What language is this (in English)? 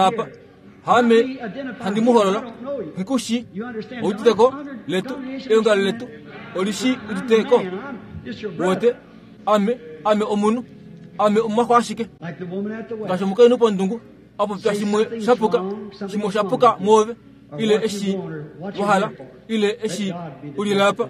Kuanyama